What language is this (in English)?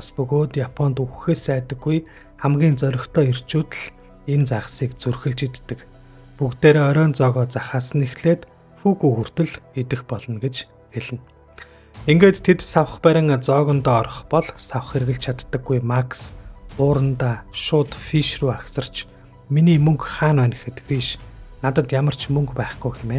Mongolian